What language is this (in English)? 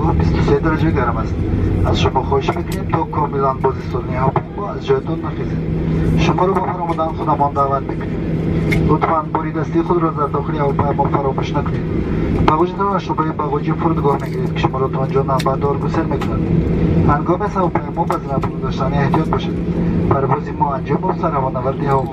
Tajik